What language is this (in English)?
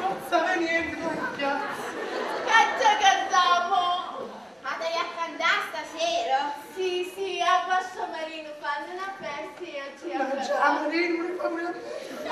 Neapolitan